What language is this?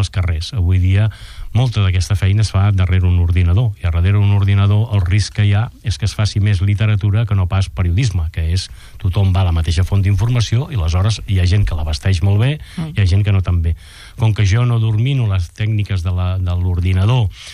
Catalan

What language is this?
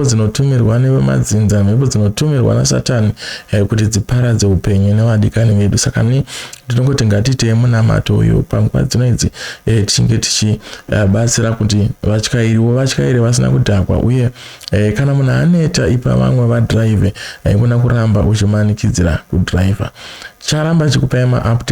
Shona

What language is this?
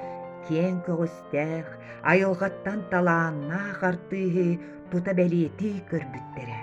Yakut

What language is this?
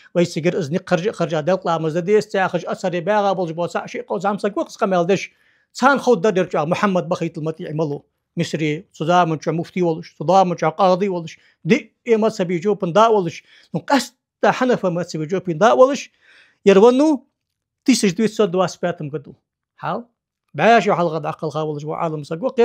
Ingush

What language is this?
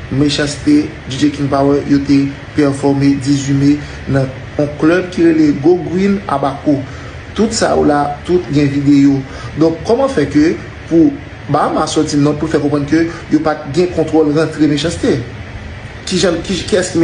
Haitian Creole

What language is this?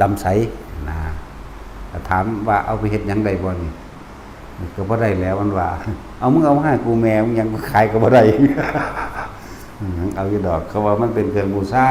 Lao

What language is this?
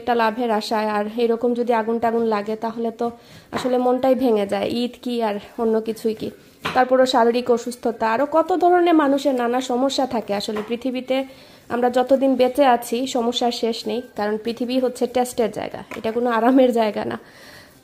Bangla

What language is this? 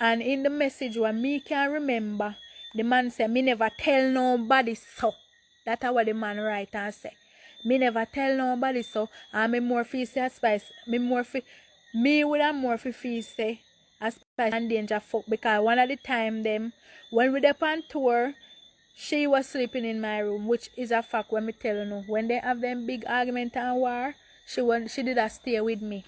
Jamaican Creole English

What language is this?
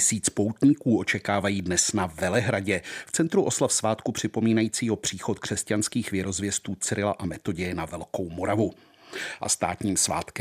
Czech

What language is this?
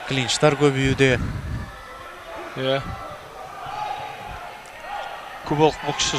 Kazakh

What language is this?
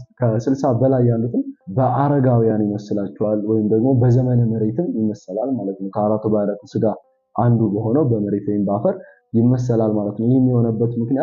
Amharic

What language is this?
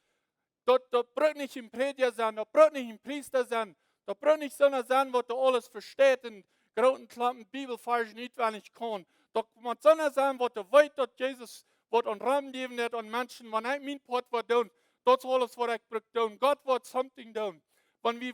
Plautdietsch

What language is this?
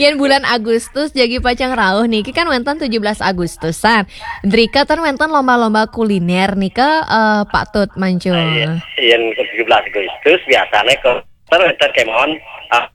Balinese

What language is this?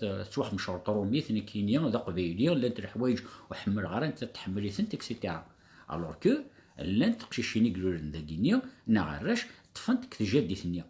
Kabyle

